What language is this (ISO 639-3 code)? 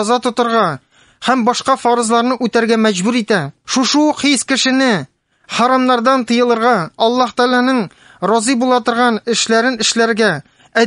tat